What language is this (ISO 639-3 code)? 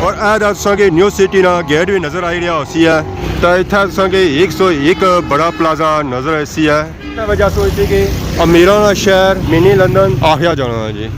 phr